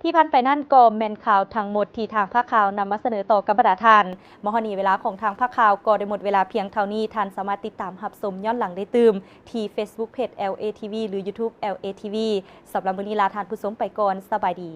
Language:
Lao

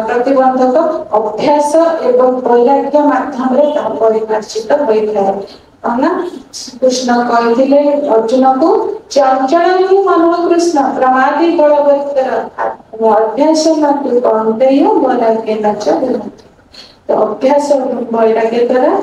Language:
Odia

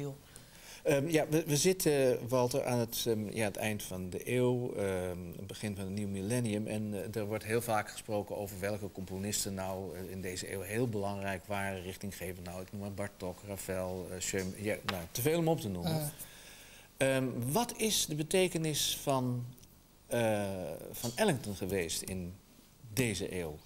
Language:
Dutch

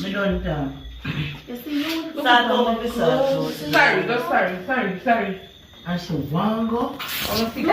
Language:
Jamaican Creole English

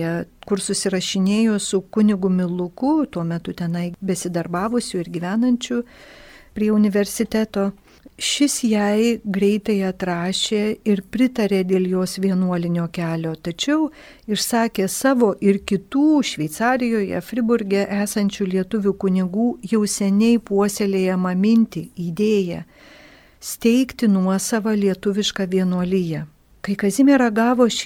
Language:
Lithuanian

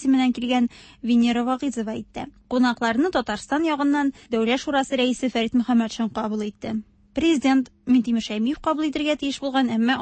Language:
Tatar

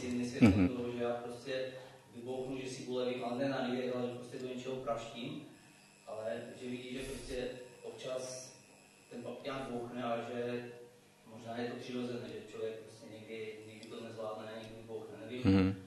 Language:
Czech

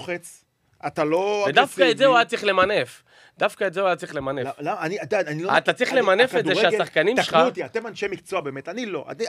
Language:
Hebrew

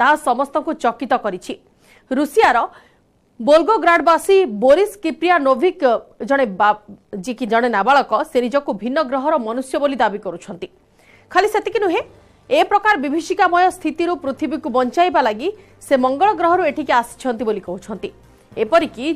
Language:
Odia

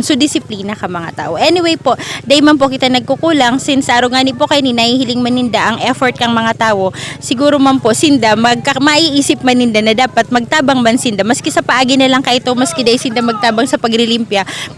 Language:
Bikol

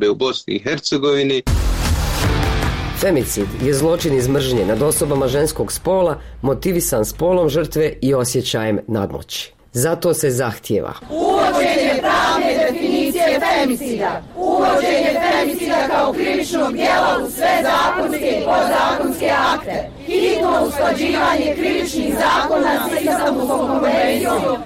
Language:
Bosnian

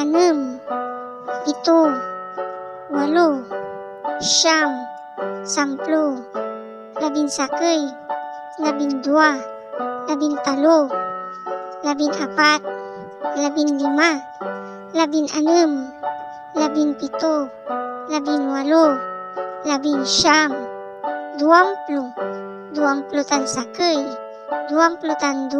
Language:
Pangasinan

